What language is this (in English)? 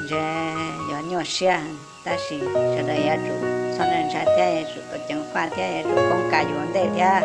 Hmong